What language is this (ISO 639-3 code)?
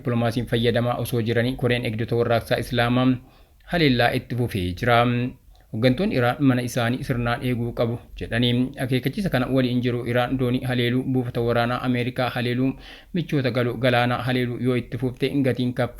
orm